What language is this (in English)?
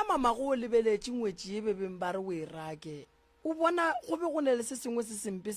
Northern Sotho